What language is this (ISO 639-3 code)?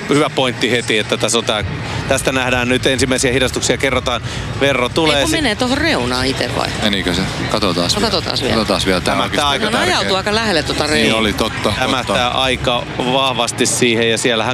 fin